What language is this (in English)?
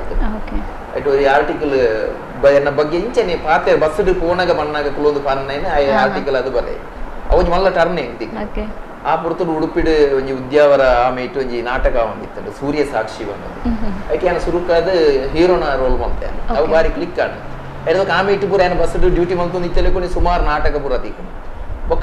Tulu